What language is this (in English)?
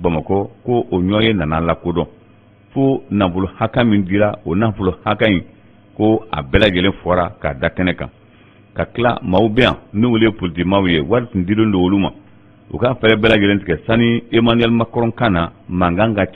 Bambara